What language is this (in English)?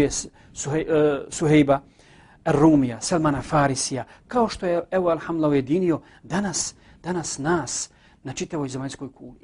Bosnian